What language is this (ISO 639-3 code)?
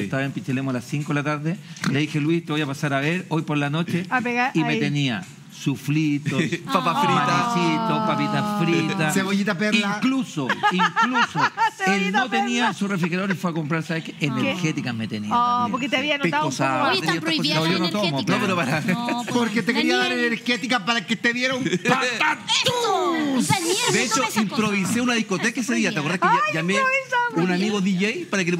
spa